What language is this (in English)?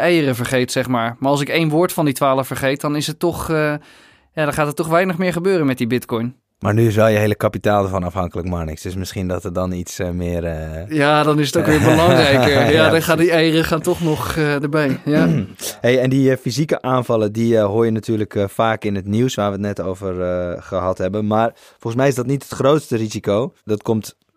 Dutch